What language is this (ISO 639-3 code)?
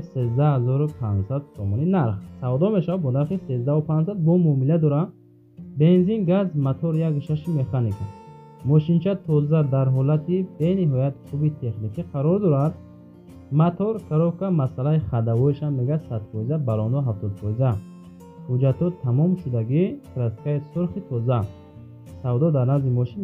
tgk